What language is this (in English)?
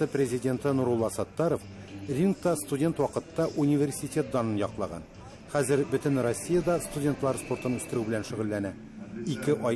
Tatar